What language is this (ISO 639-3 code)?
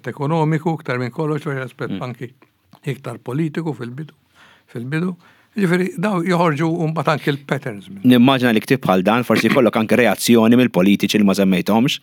mlt